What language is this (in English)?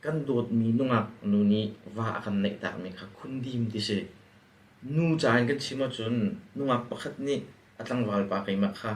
Hakha Chin